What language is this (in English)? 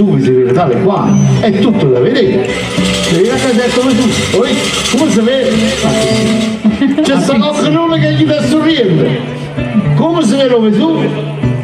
Neapolitan